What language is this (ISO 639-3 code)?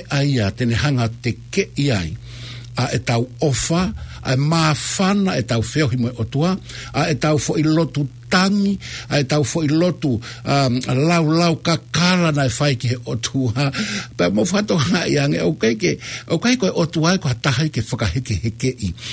ton